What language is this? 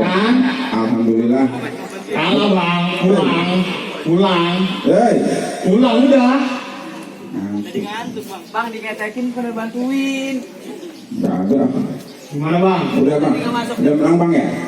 Betawi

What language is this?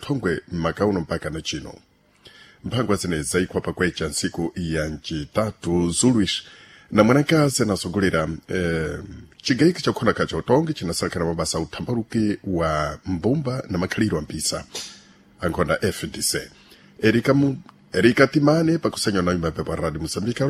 Sena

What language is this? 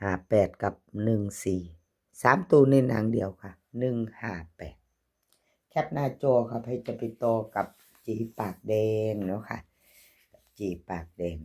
Northeastern Thai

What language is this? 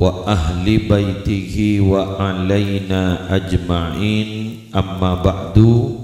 Madurese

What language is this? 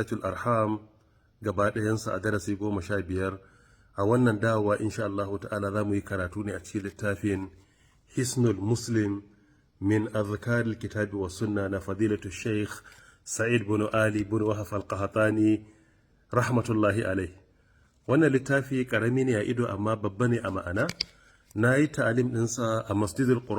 Hausa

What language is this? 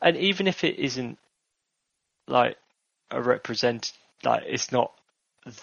English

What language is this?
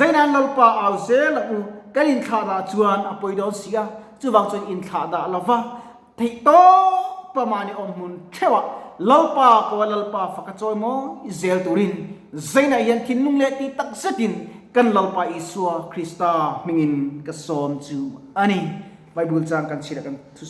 Mizo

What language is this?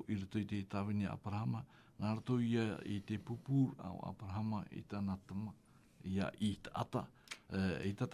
Tahitian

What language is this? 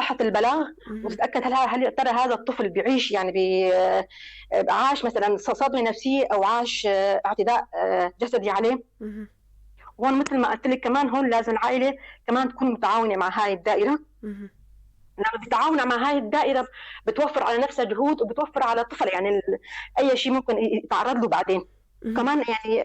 North Levantine Arabic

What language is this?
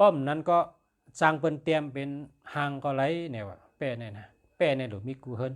Shan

